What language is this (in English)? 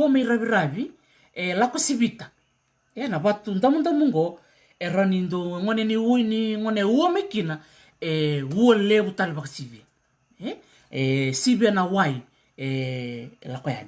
Fijian